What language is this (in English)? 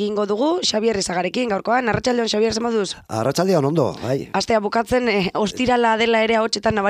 Basque